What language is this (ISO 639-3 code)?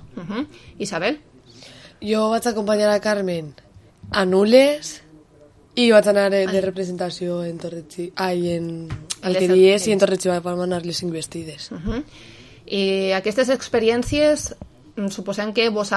cat